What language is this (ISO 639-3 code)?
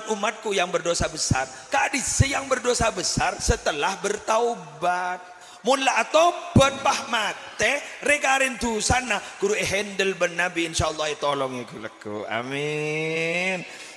mad